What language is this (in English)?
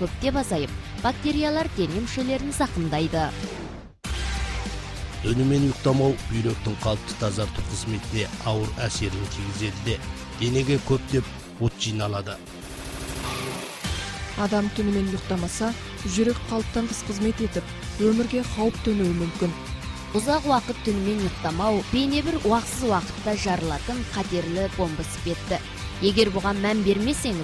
Kazakh